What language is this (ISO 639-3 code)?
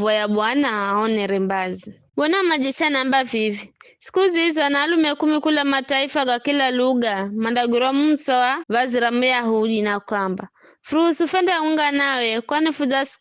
nyf